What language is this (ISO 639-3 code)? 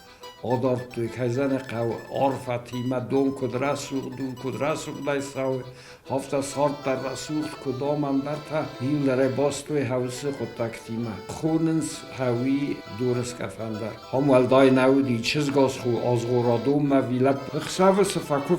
oss